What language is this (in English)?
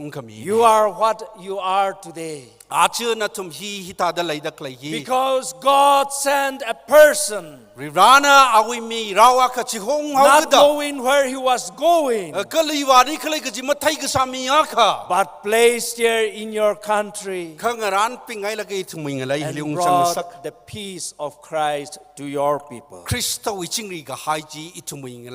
Tangkhul Naga (India)